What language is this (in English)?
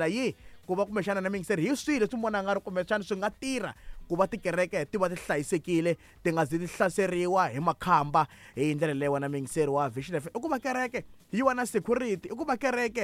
Tsonga